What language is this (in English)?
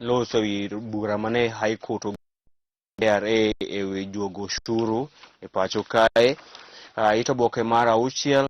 Luo (Kenya and Tanzania)